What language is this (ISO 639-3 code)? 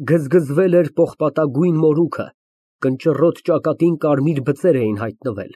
hye